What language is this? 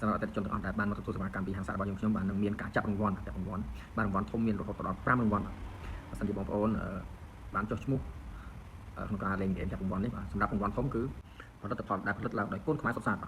Khmer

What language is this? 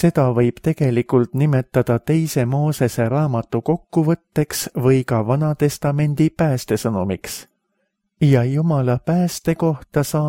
Estonian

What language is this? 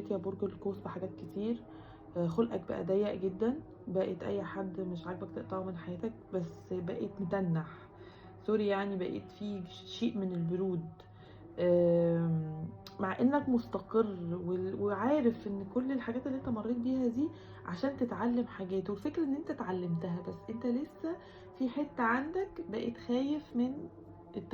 Egyptian Arabic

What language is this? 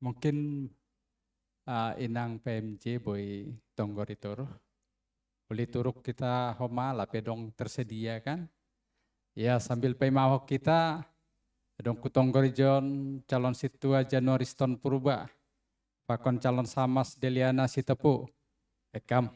Batak Simalungun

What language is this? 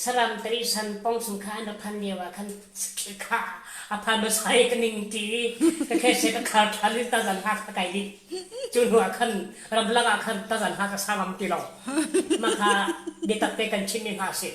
Falam Chin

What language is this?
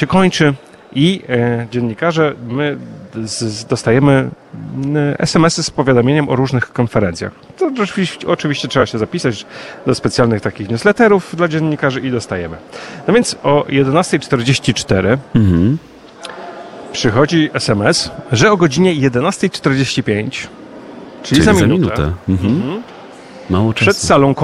Polish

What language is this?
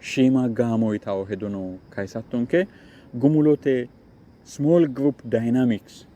Sidamo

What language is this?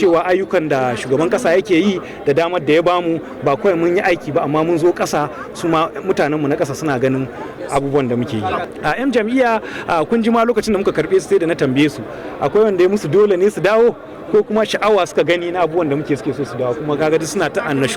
Hausa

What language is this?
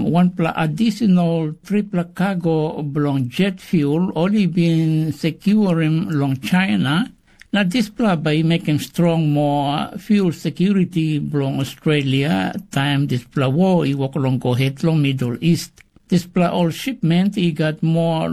Tok Pisin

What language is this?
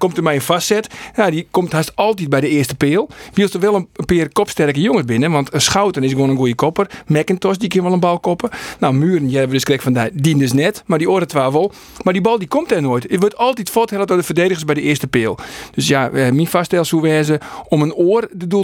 Western Frisian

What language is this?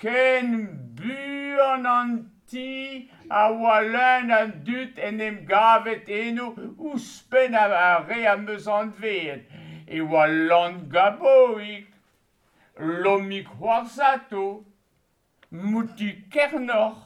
Breton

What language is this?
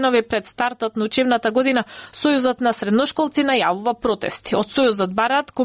Macedonian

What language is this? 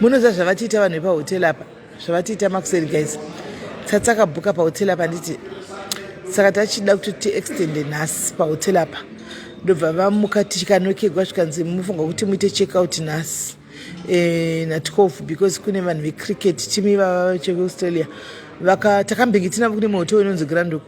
Shona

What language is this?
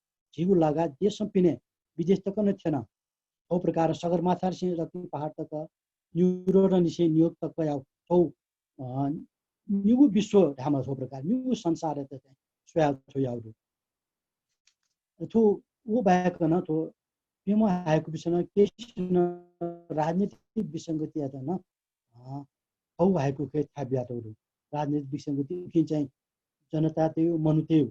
Newari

